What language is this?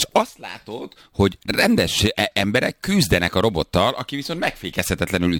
Hungarian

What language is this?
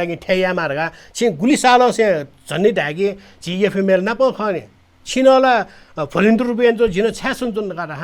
Newari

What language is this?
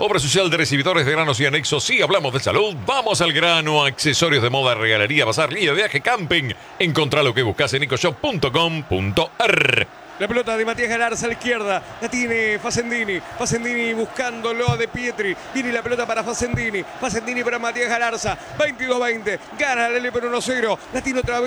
Spanish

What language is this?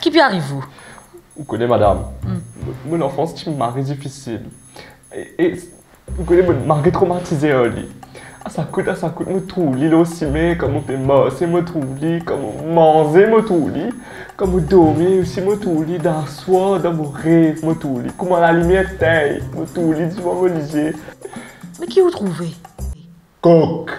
Morisyen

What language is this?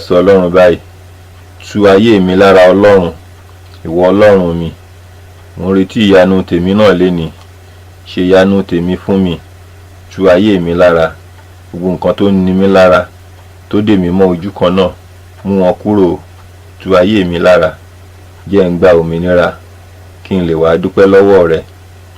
Yoruba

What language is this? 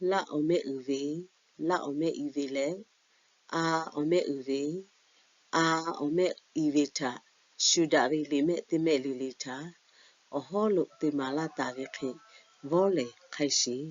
Lahu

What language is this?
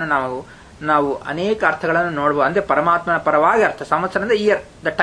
Kannada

